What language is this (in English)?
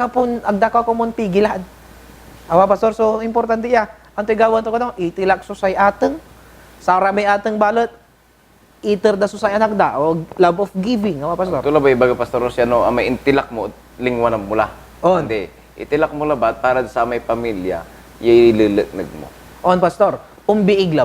Pangasinan